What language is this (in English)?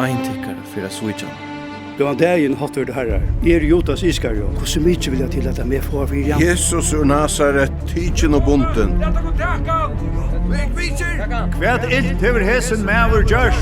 Faroese